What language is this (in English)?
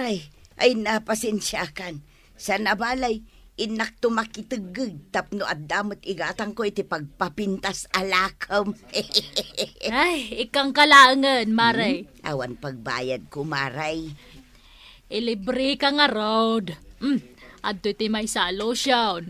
Iloko